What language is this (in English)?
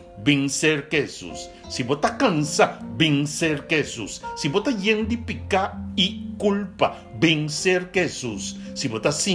Papiamento